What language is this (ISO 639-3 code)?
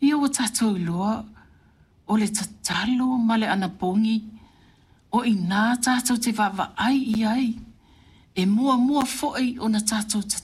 smo